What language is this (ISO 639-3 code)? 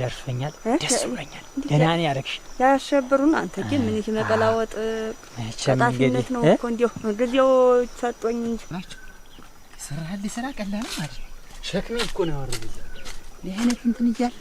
amh